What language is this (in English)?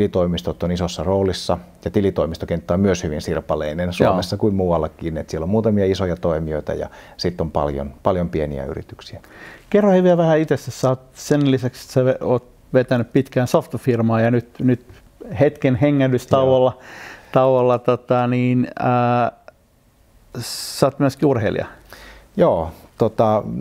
Finnish